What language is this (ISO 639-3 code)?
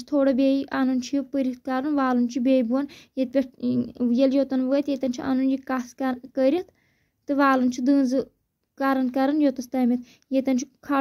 kas